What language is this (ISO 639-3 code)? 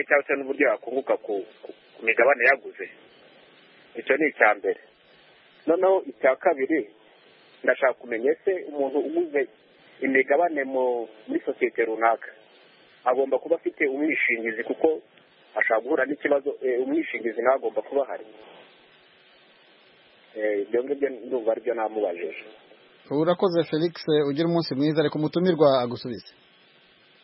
kin